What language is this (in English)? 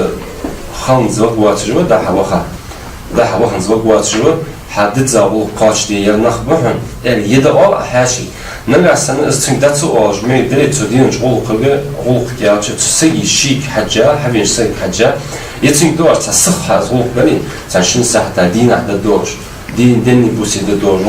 Ingush